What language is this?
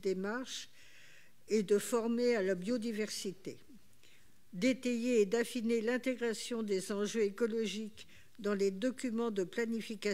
French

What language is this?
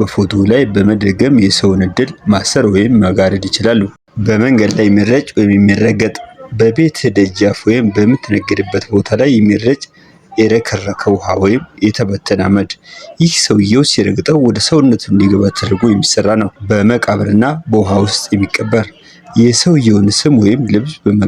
Amharic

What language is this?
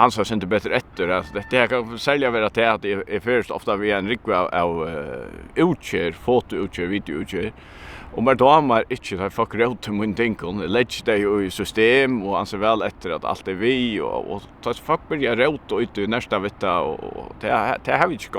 Faroese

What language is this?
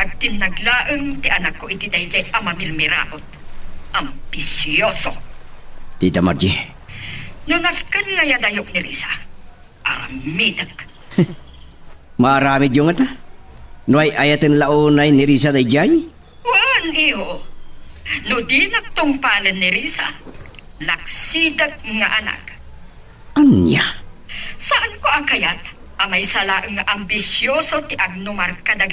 Iloko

